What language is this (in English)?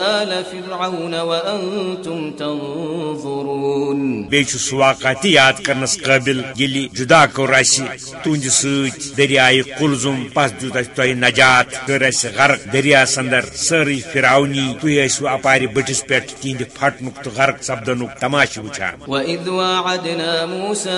Kashmiri